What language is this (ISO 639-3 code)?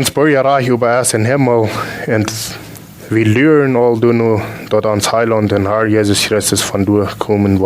pdt